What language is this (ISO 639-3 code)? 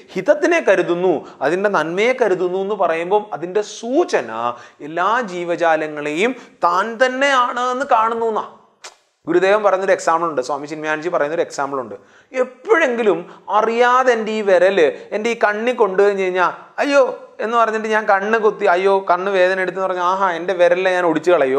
mal